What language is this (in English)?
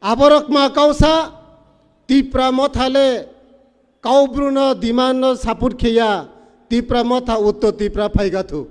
Riang (India)